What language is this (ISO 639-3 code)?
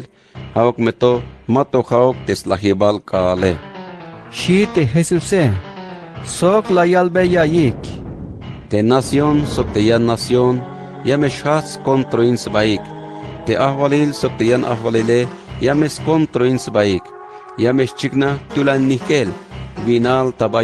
tzh